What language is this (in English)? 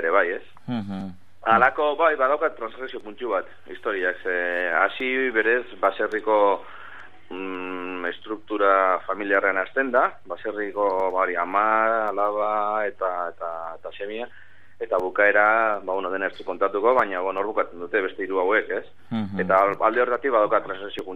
Basque